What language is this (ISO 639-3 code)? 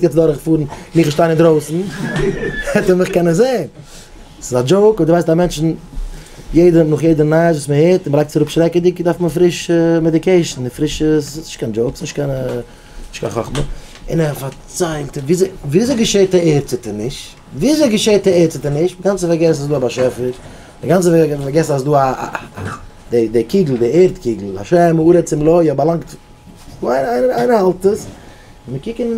yid